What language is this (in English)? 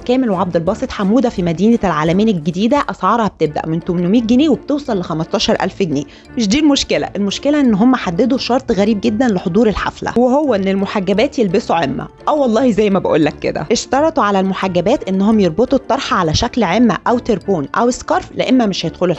Egyptian Arabic